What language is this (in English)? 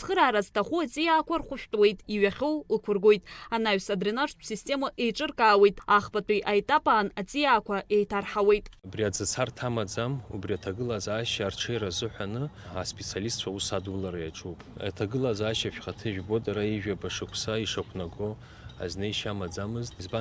Abkhazian